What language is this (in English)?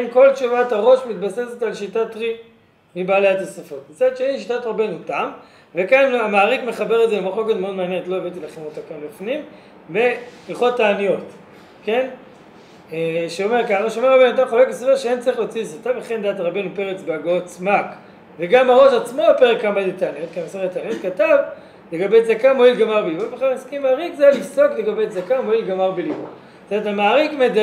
Hebrew